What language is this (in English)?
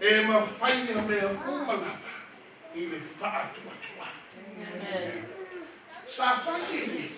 Samoan